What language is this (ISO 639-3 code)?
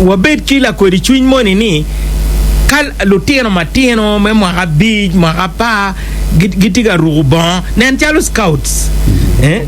ach